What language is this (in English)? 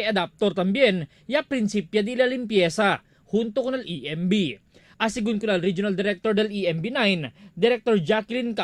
Chavacano